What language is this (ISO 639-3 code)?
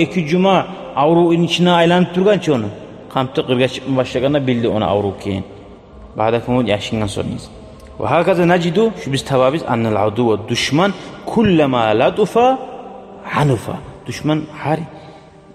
kum